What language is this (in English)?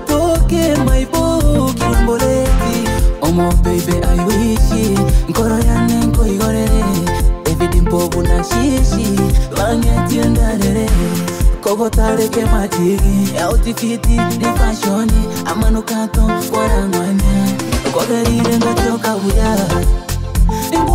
Gusii